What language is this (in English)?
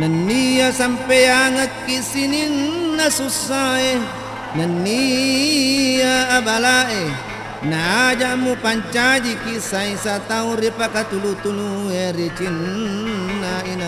Buginese